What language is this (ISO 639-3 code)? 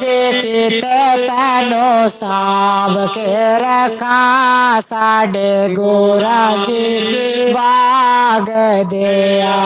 doi